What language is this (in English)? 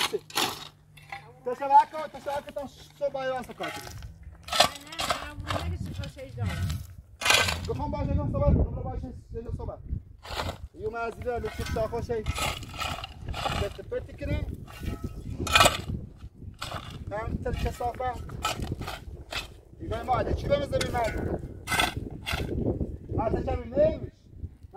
Persian